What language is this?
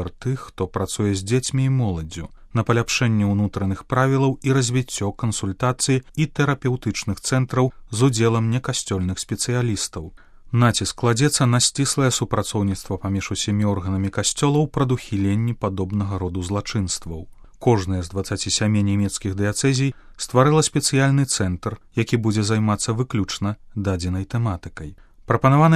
Belarusian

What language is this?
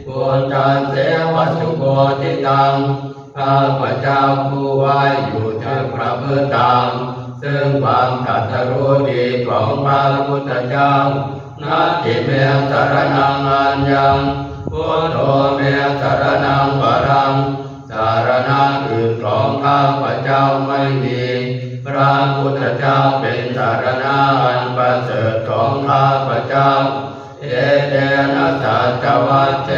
Pali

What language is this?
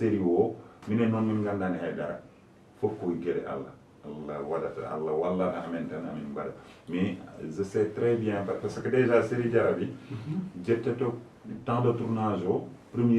Fula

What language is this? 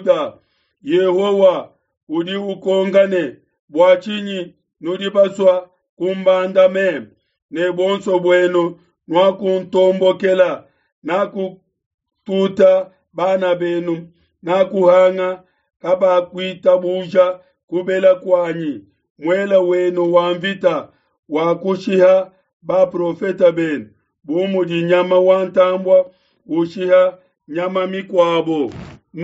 Luba-Lulua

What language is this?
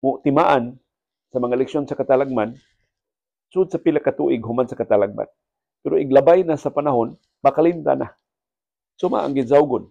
Cebuano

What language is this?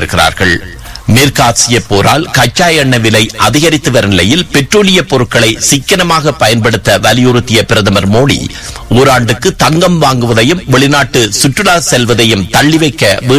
Tamil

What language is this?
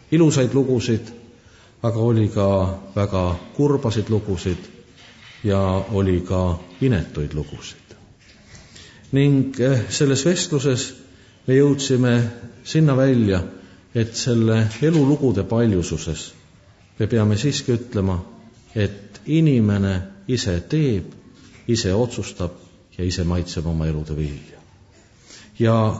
Estonian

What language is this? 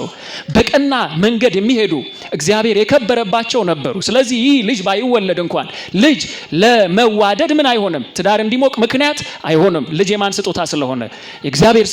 Amharic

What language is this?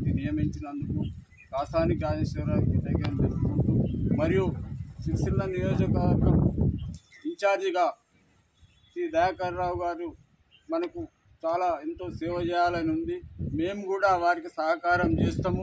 Telugu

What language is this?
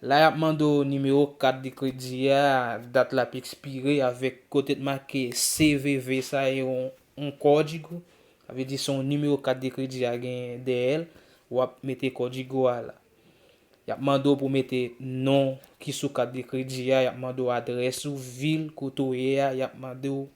Haitian Creole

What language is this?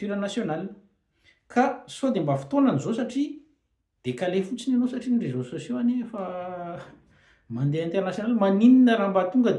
Malagasy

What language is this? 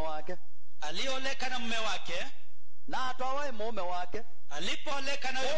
Swahili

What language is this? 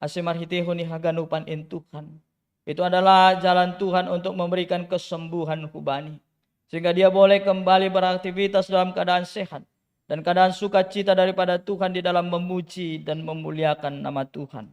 Batak Simalungun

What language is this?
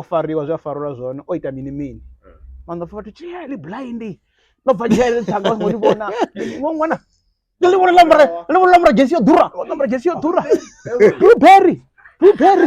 Venda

